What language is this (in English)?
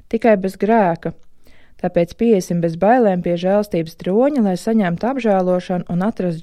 Latvian